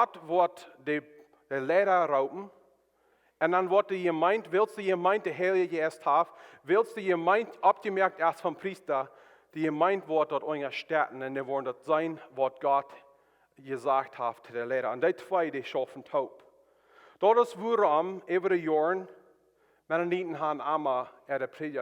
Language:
Plautdietsch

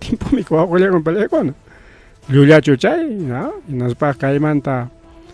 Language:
Ayacucho Quechua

